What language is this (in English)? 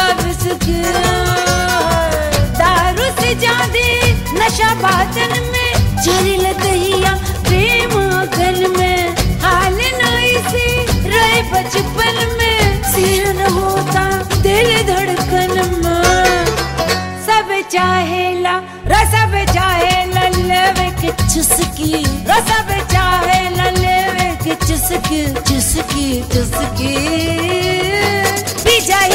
Bhojpuri